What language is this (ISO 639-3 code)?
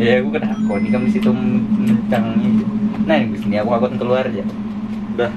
bjn